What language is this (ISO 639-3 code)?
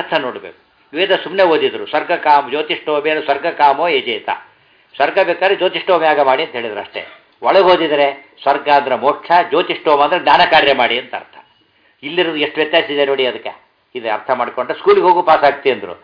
kan